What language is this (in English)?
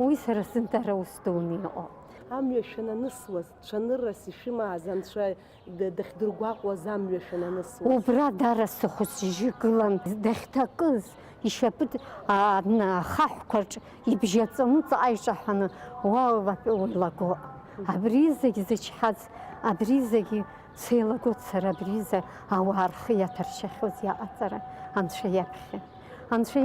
Abkhazian